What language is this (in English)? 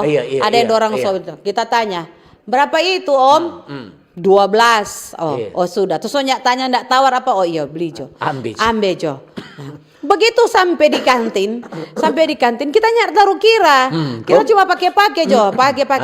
Manado Malay